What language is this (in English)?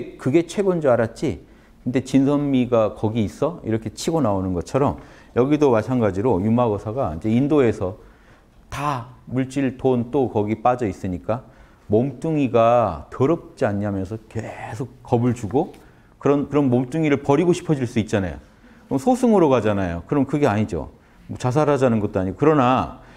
Korean